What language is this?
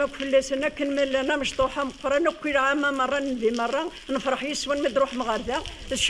Kabyle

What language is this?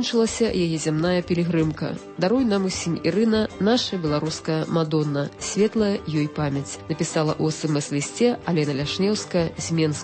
Belarusian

